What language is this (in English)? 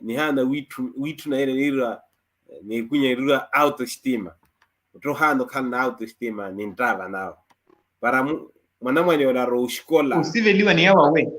Makhuwa